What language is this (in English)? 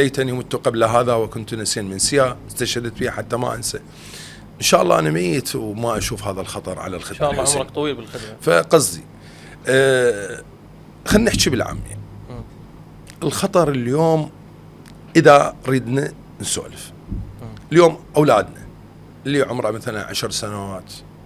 Mesopotamian Arabic